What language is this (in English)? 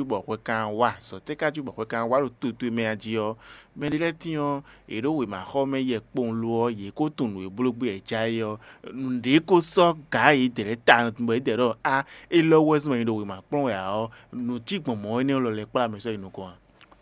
Fon